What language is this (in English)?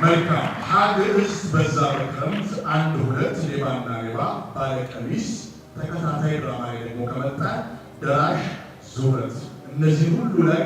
Amharic